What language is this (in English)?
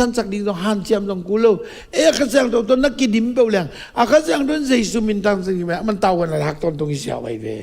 Tedim Chin